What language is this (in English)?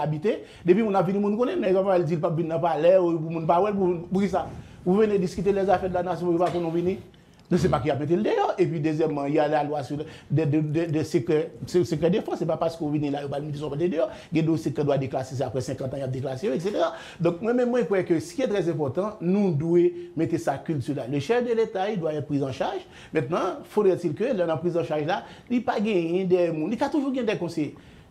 French